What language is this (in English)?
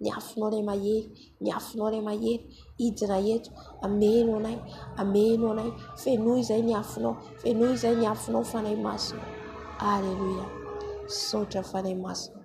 Malagasy